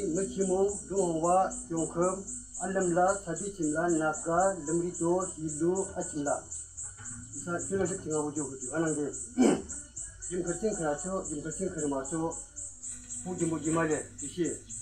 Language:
Yimchungru Naga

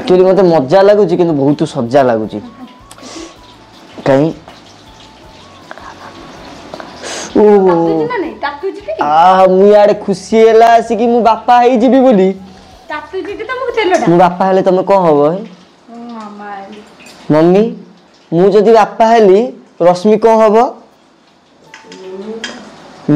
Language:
Odia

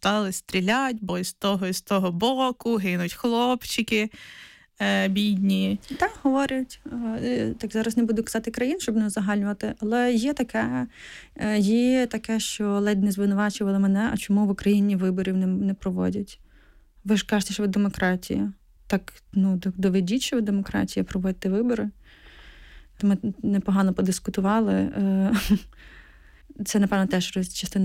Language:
Ukrainian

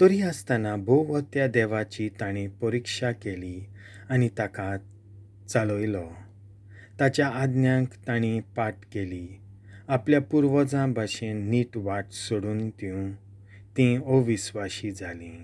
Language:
Konkani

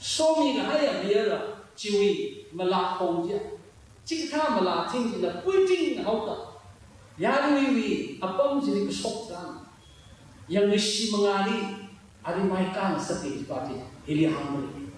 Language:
Tangkhul Naga (India)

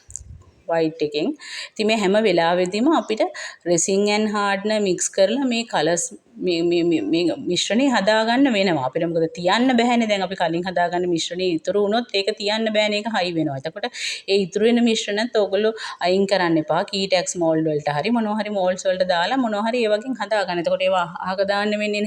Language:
Sinhala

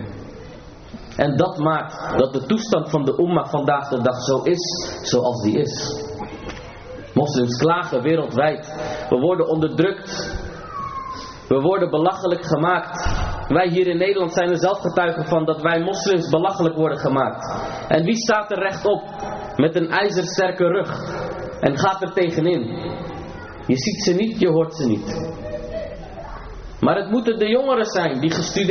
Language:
Dutch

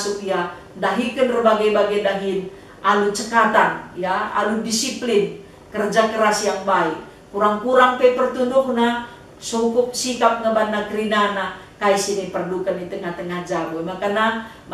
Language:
Batak Karo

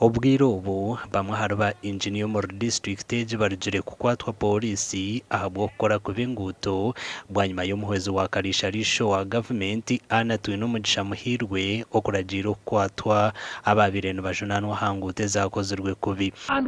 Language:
Nyankole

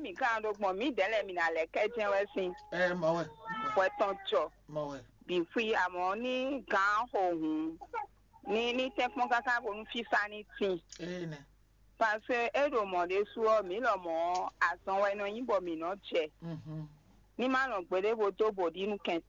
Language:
Fon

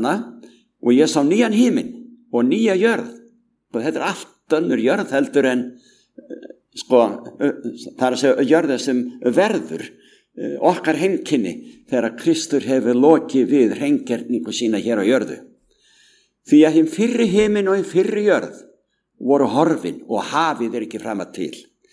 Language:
Icelandic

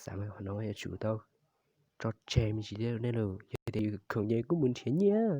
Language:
Hmong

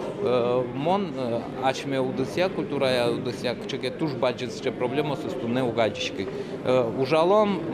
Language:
Udmurt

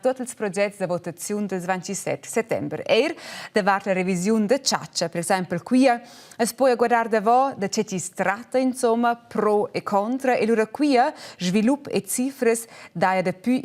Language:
Romansh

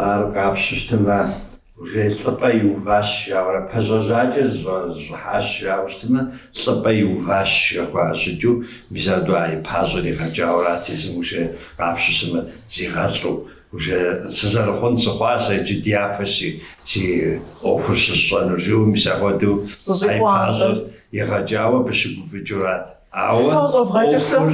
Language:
Kabardian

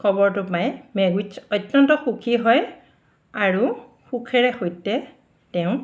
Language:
Assamese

